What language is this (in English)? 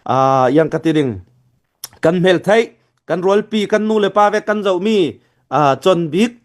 Hakha Chin